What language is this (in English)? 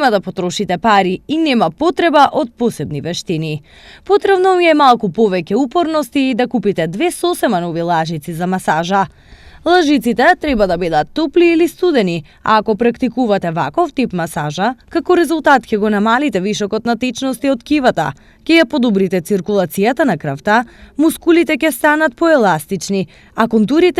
Macedonian